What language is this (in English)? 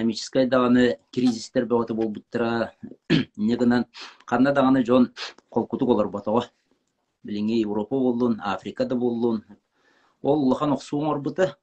Yakut